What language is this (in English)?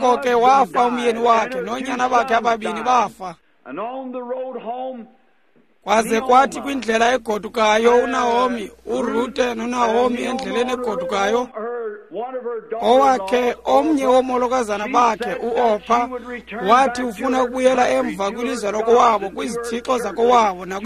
Xhosa